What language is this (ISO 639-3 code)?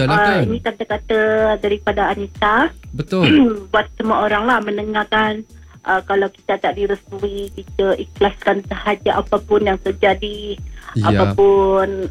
msa